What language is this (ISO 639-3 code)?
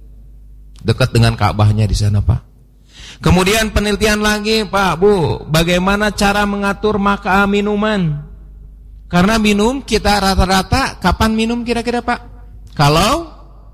ind